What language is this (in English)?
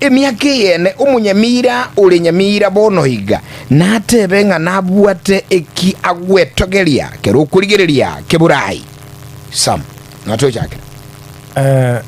Gusii